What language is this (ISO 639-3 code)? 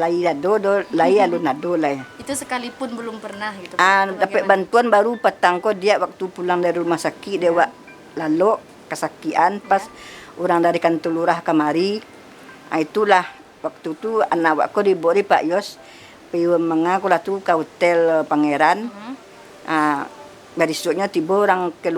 min